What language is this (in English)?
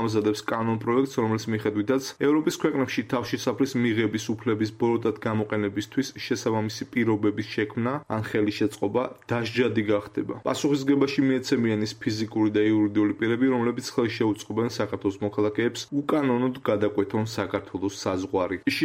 Georgian